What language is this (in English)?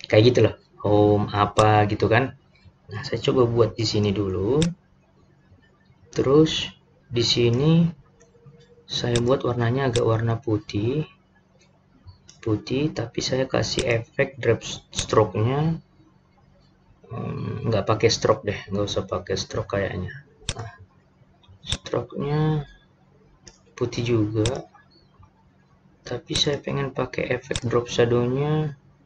Indonesian